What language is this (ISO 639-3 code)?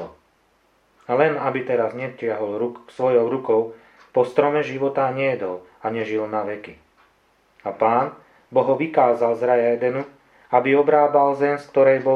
slk